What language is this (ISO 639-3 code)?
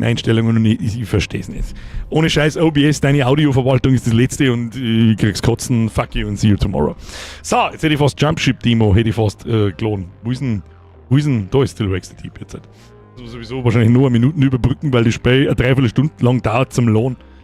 bar